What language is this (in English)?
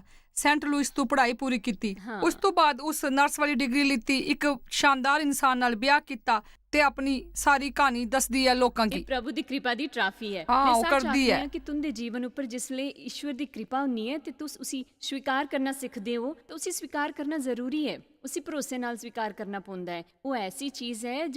Dogri